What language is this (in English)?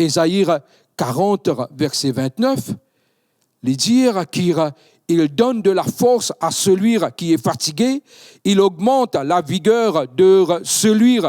Morisyen